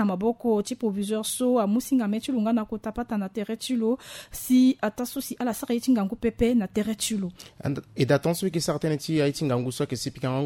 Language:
Sango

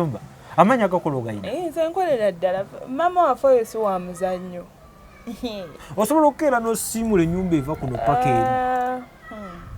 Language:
Ganda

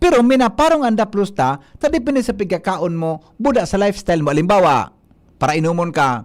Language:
Bikol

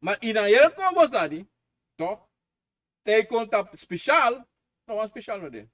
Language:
Sranan Tongo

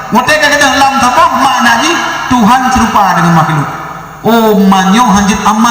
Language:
Achinese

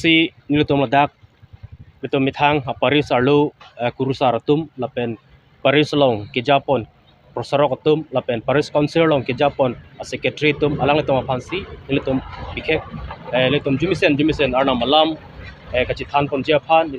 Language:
Karbi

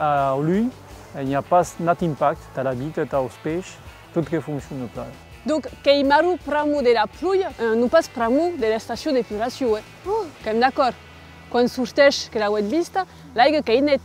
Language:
Occitan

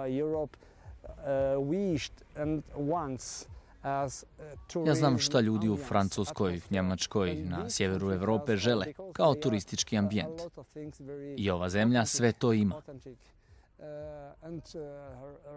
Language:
Bosnian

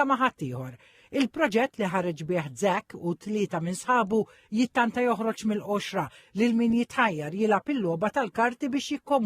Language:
Maltese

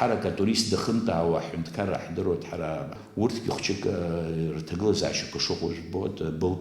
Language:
Abkhazian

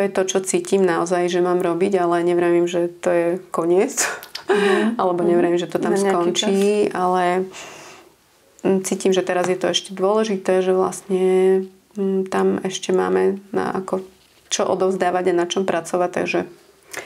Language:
Slovak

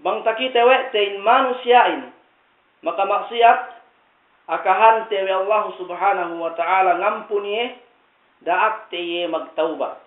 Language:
Yakan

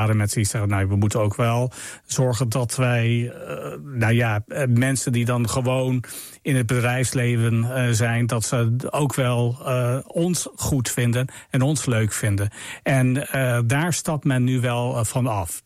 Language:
Dutch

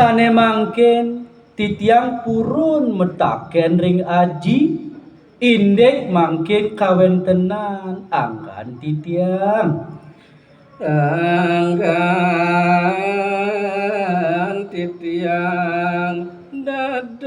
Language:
Balinese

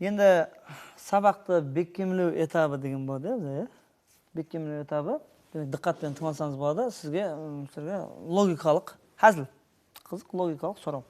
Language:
Kara-Kalpak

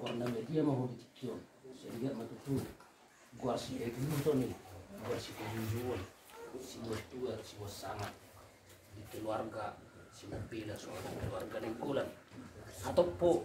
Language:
Batak Toba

